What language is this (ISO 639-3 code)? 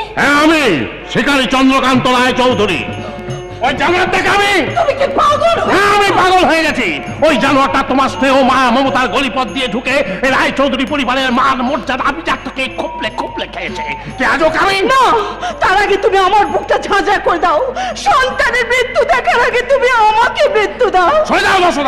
ben